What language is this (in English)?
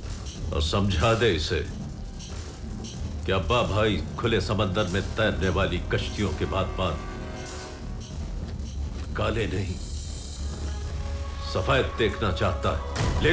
Hindi